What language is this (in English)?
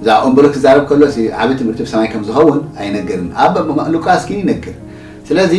Tigrinya